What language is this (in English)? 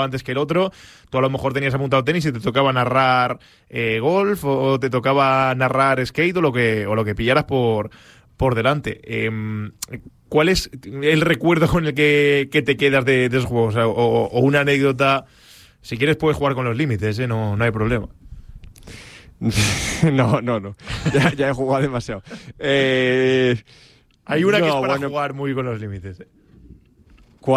Spanish